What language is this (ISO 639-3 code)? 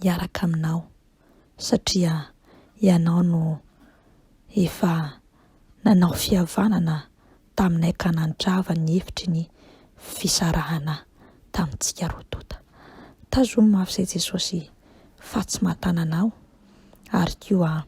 mlg